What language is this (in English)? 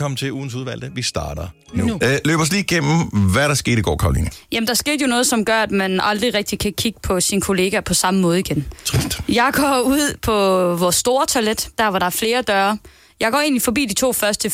Danish